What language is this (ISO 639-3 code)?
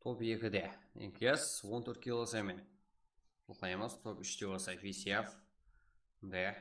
kaa